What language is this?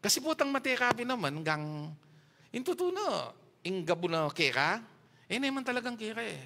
Pampanga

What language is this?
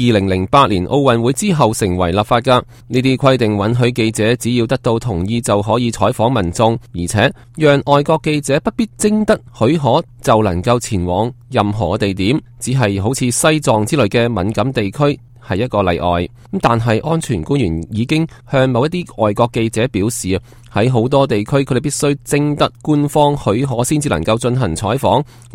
Cantonese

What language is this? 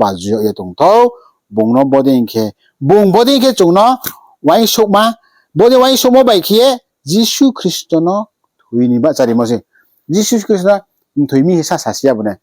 Riang (India)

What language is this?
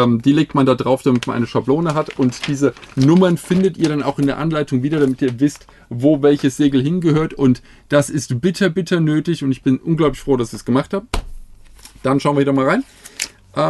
German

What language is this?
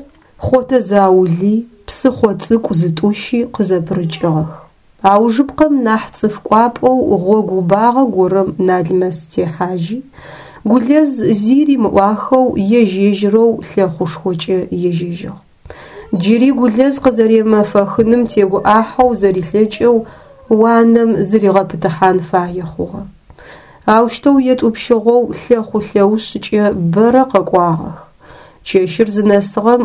Adyghe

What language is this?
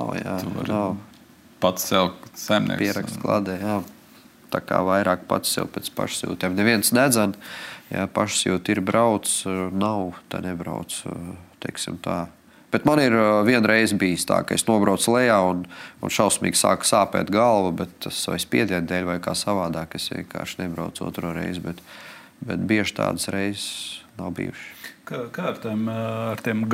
Latvian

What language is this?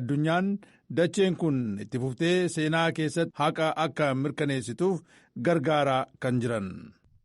Oromo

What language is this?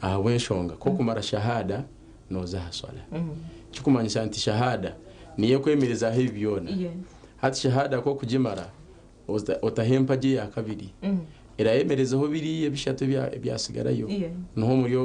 Nyankole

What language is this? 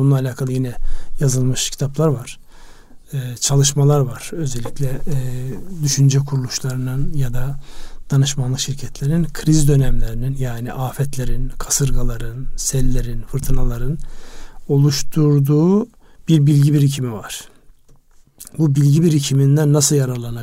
Turkish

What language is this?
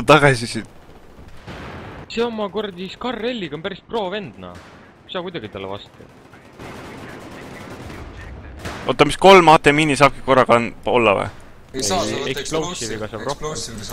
Estonian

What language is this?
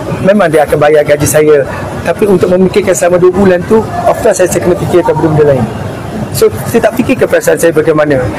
Malay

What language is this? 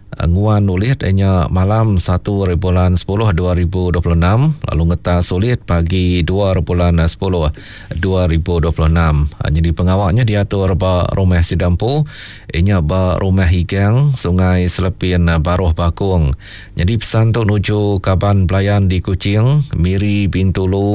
Iban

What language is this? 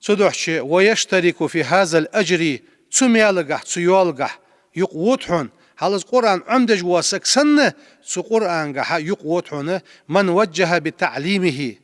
Ingush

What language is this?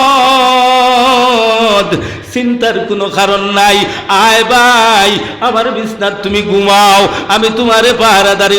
Sylheti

